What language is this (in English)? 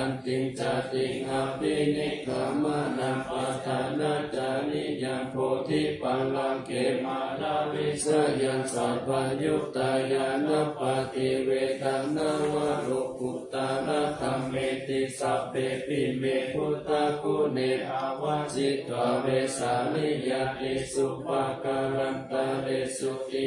Pali